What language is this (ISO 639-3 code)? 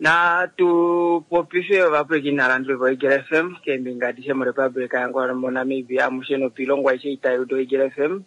kua